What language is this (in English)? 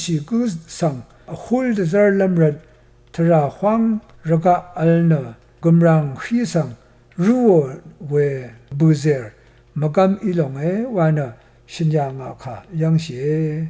Rawang